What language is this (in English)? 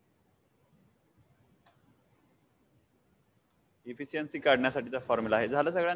Marathi